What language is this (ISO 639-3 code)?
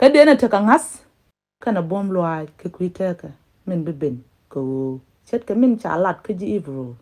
nus